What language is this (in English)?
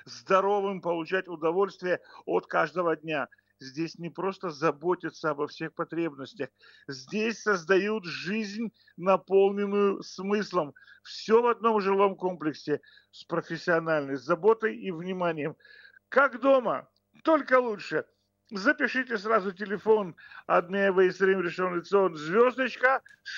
Russian